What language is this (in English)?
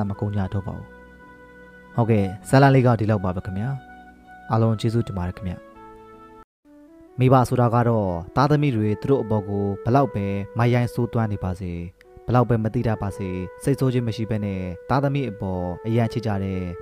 Burmese